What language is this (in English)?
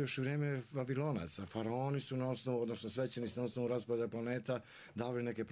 Croatian